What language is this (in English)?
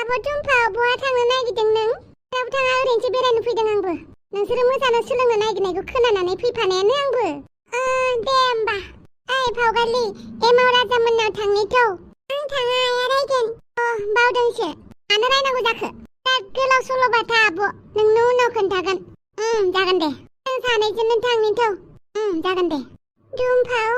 Bodo